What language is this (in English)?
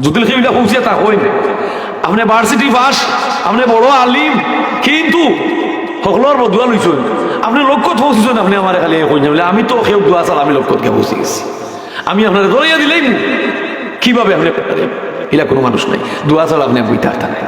Sylheti